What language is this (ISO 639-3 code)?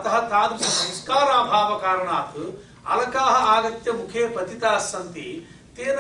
san